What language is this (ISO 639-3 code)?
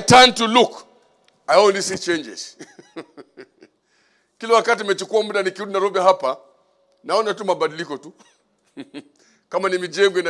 swa